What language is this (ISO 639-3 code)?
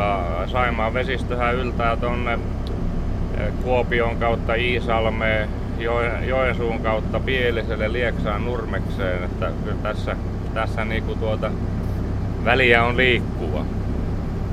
fin